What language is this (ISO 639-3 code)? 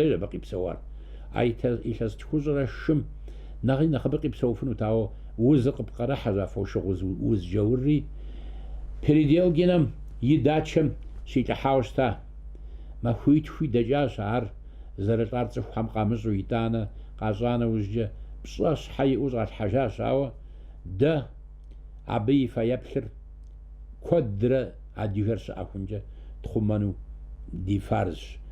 kbd